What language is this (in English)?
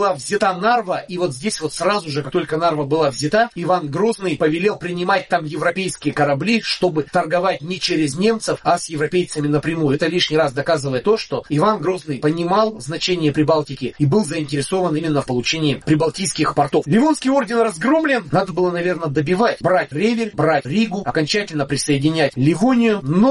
Russian